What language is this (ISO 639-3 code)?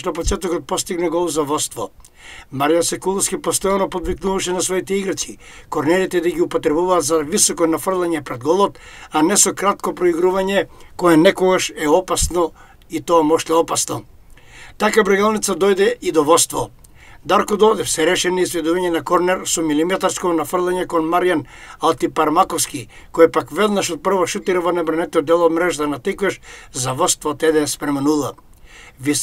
mkd